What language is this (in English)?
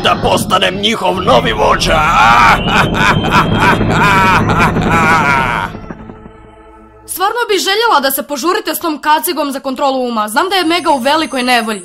Croatian